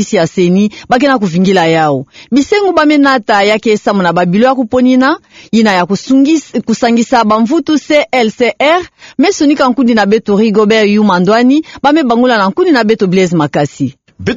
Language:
Kituba (Democratic Republic of Congo)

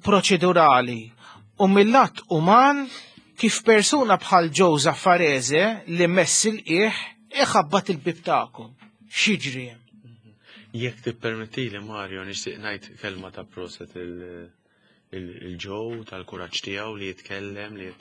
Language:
Maltese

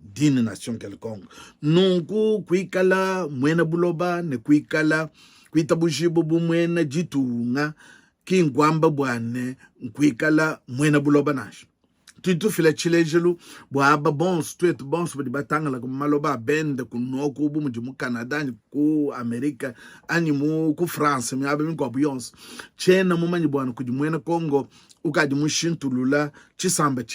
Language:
Luba-Lulua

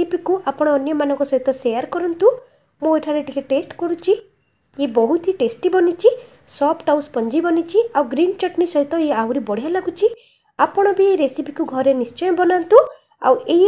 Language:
Odia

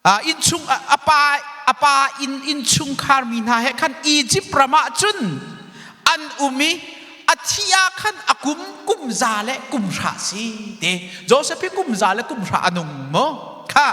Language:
Hakha Chin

